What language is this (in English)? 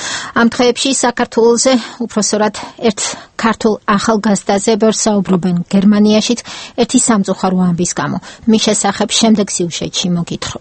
Georgian